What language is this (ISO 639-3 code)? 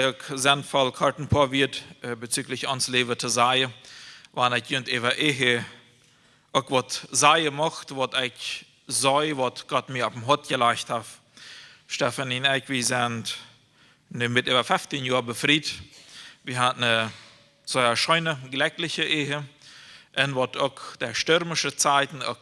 pdt